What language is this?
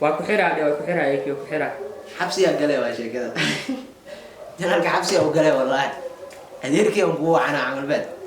Somali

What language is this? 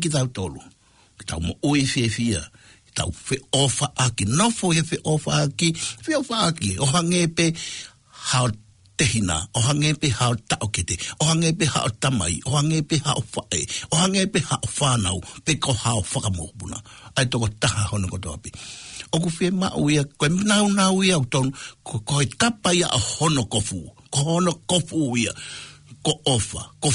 Tongan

